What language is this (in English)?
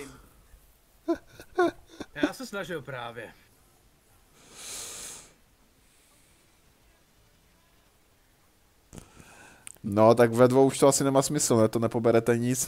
Czech